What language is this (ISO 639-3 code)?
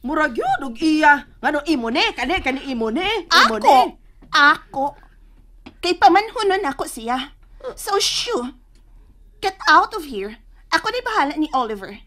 ceb